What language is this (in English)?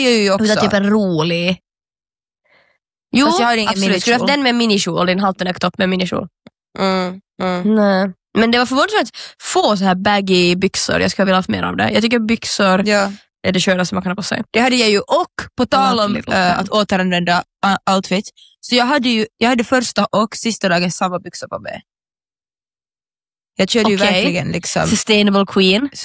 Swedish